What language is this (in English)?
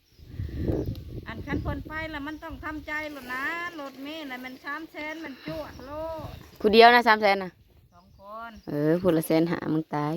Northeastern Thai